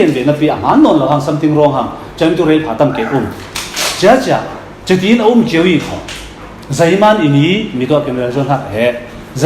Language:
Falam Chin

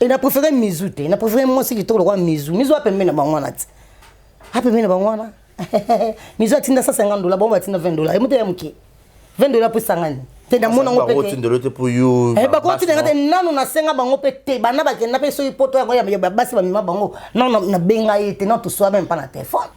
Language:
Lingala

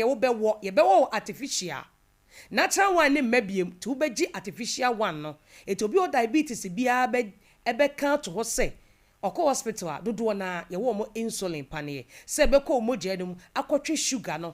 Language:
Akan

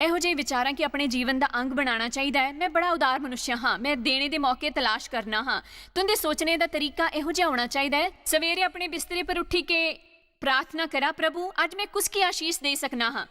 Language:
Dogri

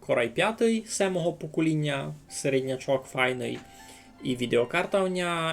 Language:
Rusyn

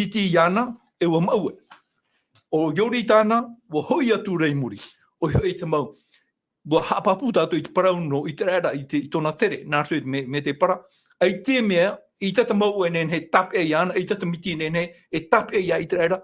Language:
Tahitian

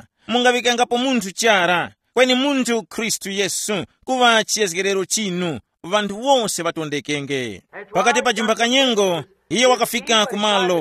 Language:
Tumbuka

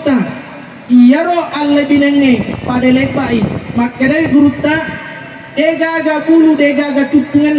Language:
Buginese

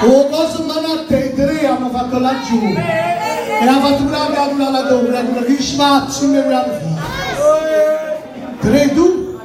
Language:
Neapolitan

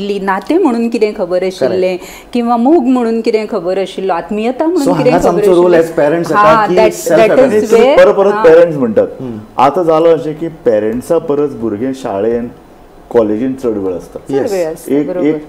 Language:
Konkani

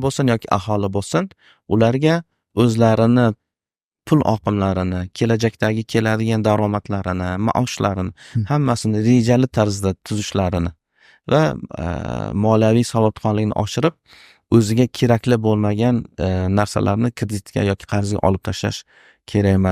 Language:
Uzbek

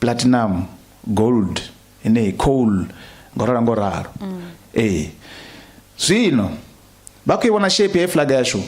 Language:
Venda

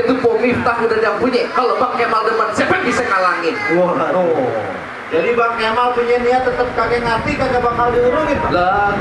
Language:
Betawi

